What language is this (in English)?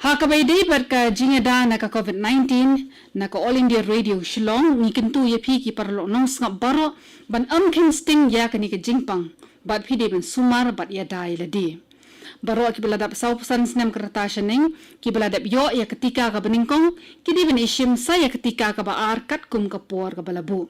Khasi